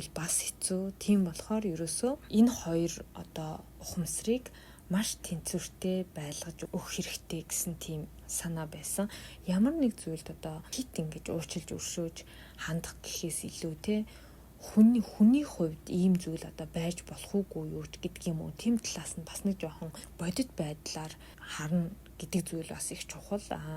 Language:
Mongolian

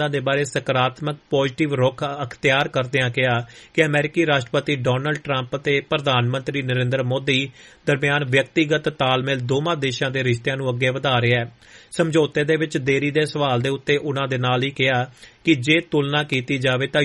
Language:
Punjabi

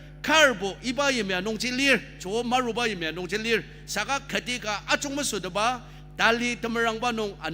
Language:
Ao Naga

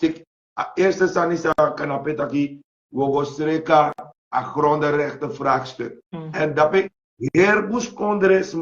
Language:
Sranan Tongo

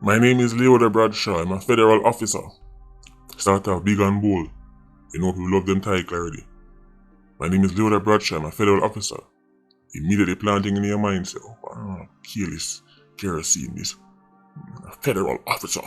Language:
Jamaican Creole English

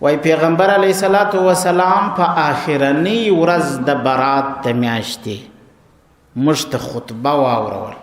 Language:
Pashto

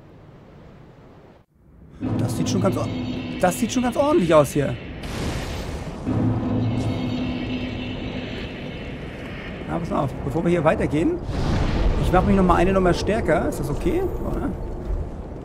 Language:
German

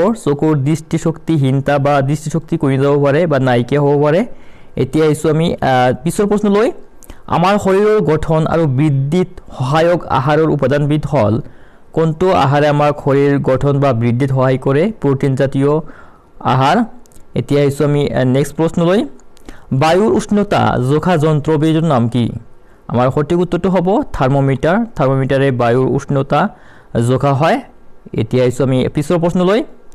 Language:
Assamese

